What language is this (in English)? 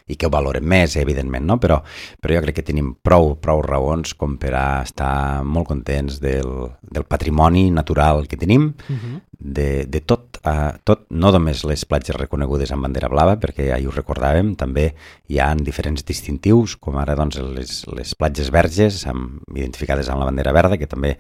Catalan